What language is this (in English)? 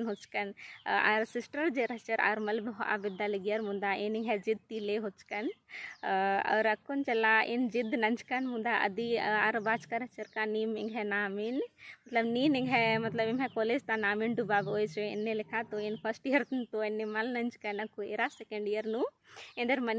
Kurukh